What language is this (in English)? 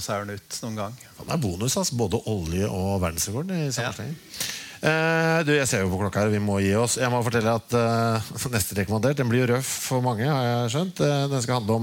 Norwegian